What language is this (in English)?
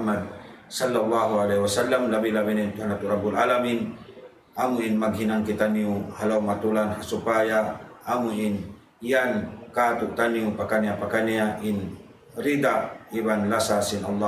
Tausug